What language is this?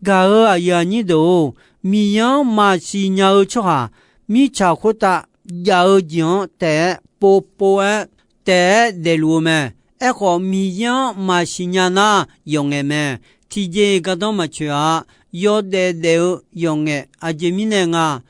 Akha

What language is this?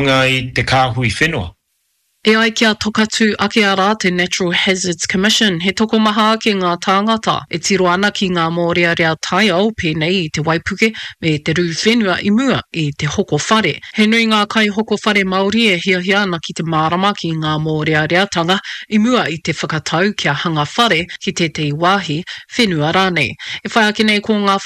Māori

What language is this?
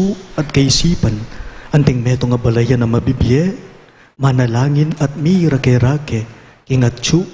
Pampanga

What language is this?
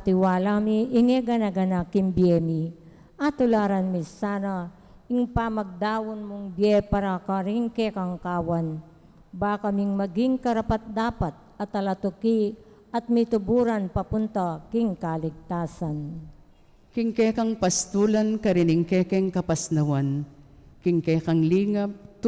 Pampanga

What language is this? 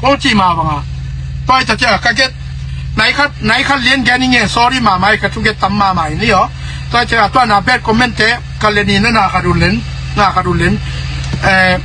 Tedim Chin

